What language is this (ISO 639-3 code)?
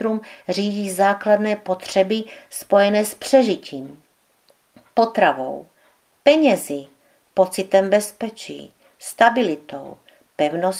ces